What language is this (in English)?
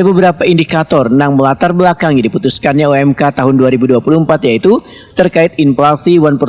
Banjar